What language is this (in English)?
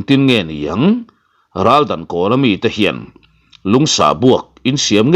Mizo